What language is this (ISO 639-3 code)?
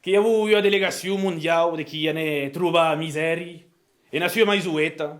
oci